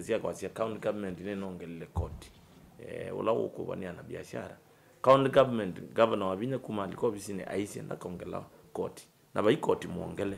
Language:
Kamba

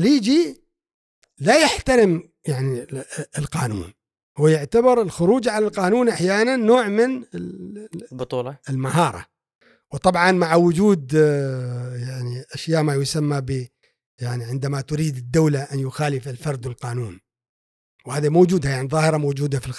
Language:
Gulf Arabic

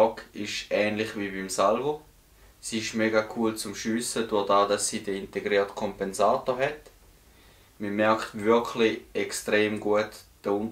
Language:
Swiss German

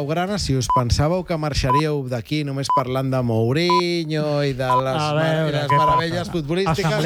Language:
Catalan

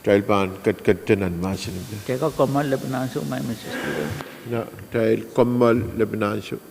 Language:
Pohnpeian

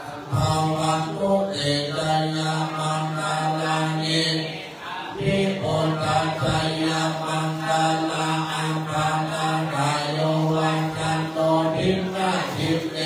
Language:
Pali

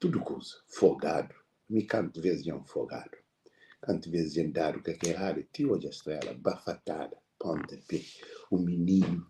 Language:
Kabuverdianu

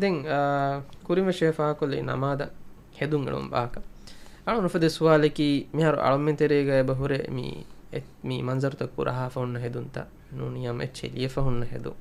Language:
Divehi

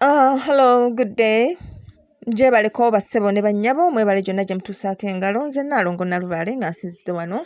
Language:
Ganda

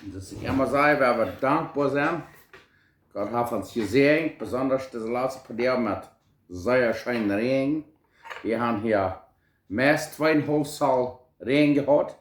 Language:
Plautdietsch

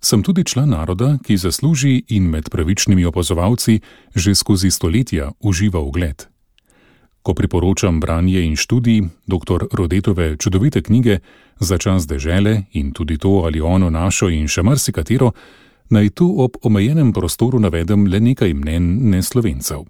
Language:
Slovenian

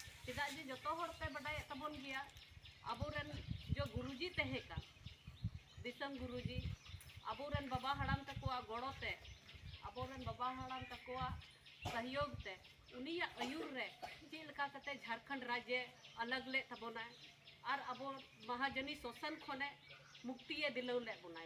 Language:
Santali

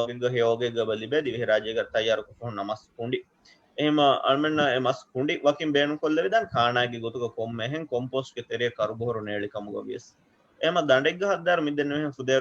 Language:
Divehi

